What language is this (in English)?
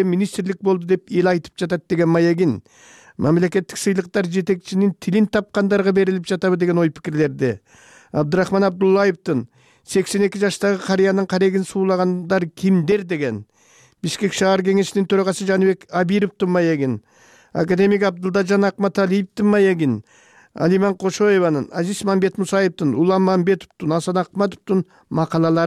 Kyrgyz